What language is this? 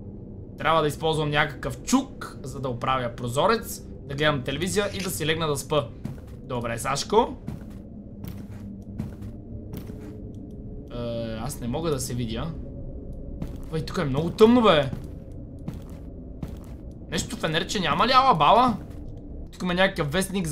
Bulgarian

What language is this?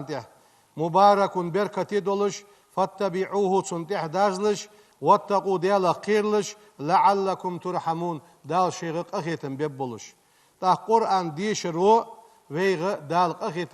Ingush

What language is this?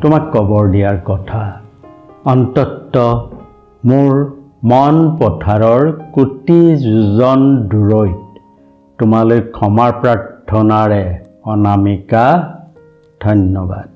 Assamese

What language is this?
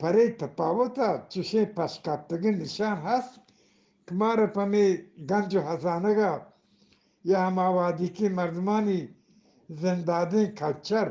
Eastern Balochi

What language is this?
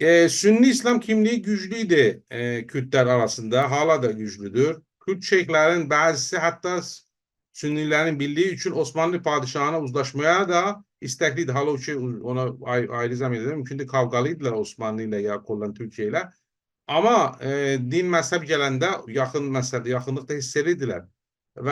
South Azerbaijani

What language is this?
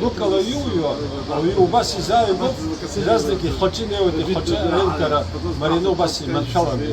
Abkhazian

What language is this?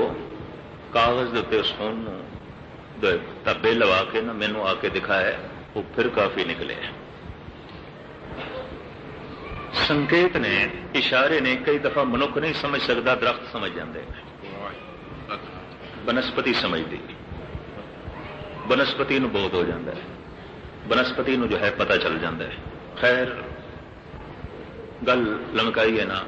Punjabi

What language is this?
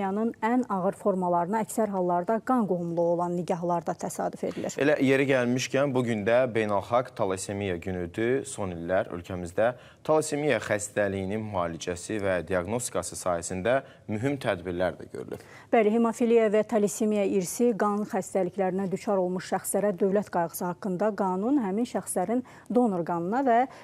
Azerbaijani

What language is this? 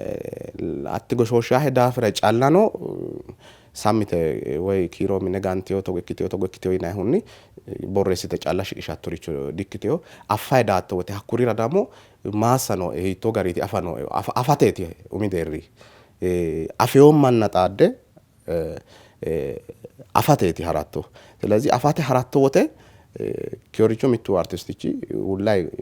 Sidamo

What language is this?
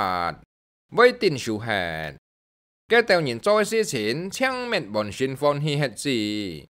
Hakka Chinese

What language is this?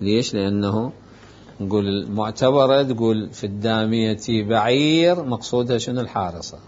Mesopotamian Arabic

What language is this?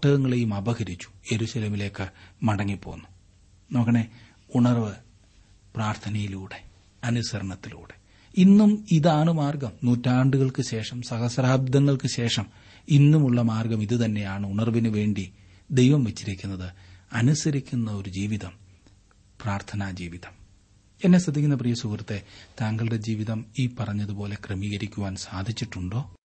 Malayalam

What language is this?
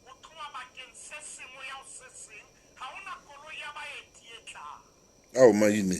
Southern Sotho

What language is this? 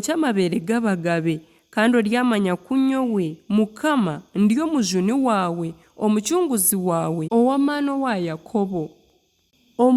Nyankole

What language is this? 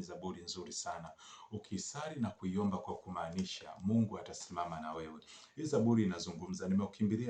Swahili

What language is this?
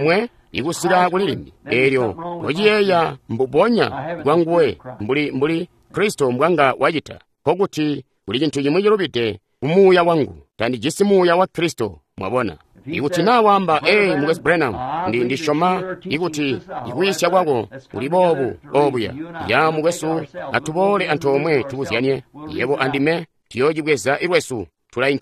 Tonga (Zambia)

